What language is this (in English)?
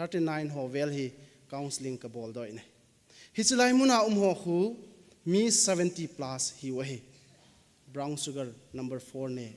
Thado Chin